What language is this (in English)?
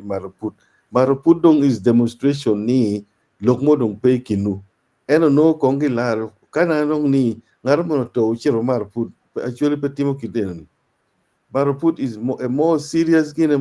Acoli